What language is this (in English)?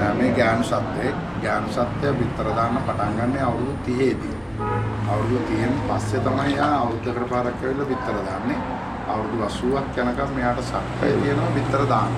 Sinhala